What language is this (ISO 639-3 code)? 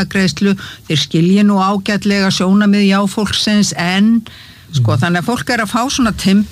isl